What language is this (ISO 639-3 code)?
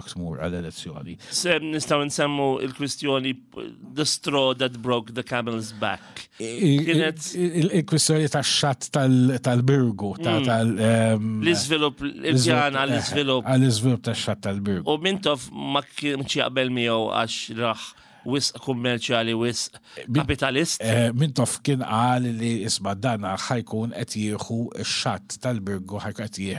mlt